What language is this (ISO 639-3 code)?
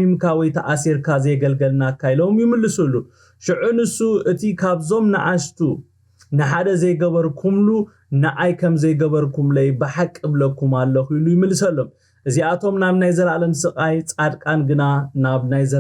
tir